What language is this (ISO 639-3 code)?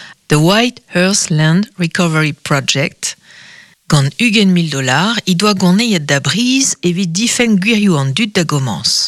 bre